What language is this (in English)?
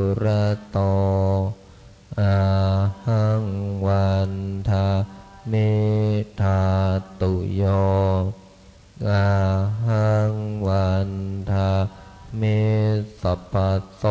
Pali